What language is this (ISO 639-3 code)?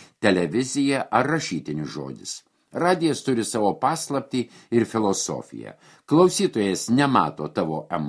lit